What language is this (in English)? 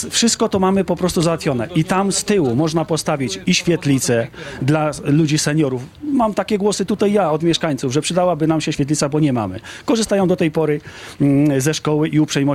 Polish